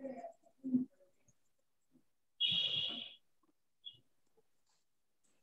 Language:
Tamil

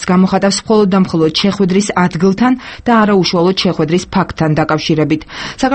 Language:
Georgian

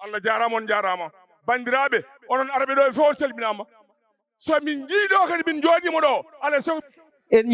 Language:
Fula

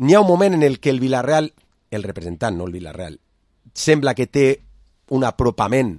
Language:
Catalan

